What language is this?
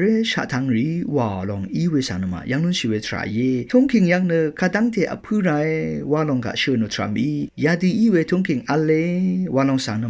Rawang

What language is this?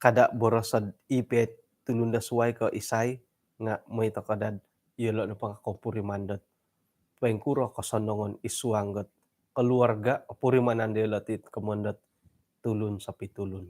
Central Dusun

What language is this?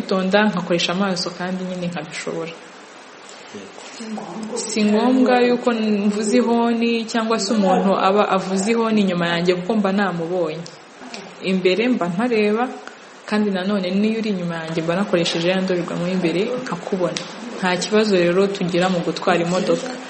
Kinyarwanda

